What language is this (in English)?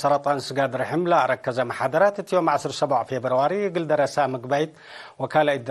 Tigre